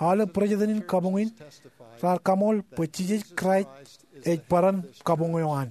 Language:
Marshallese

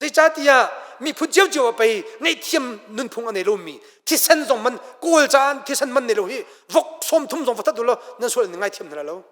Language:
Hakha Chin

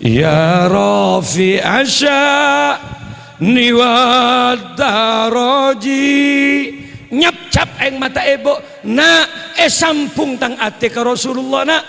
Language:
Madurese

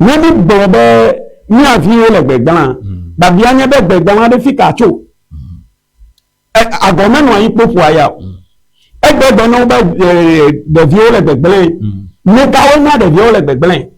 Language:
Ewe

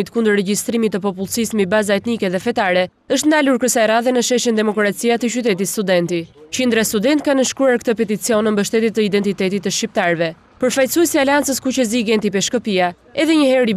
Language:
Albanian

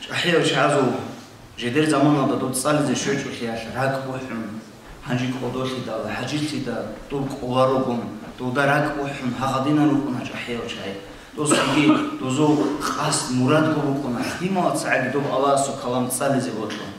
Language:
Avaric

